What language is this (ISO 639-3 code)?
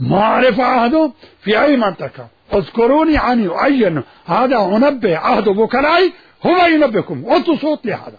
acm